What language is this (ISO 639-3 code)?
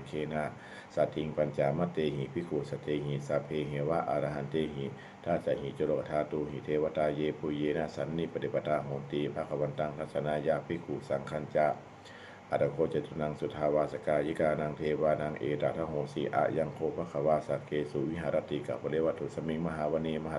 pli